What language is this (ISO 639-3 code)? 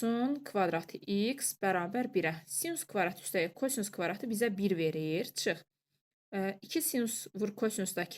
aze